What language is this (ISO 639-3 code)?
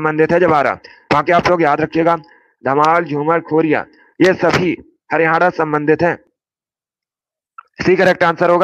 hin